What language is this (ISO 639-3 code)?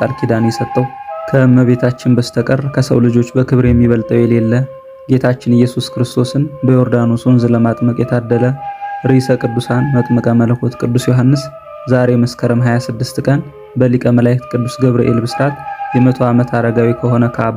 amh